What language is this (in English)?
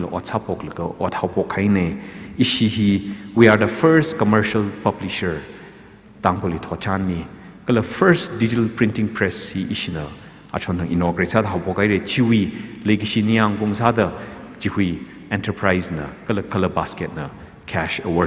Tangkhul Naga (India)